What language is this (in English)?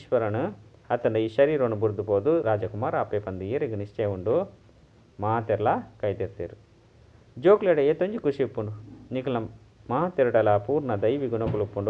Tulu